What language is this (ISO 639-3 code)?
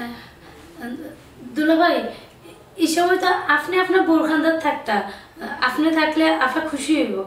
syl